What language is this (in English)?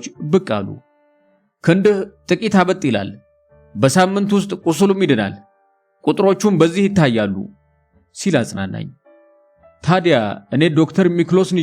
Amharic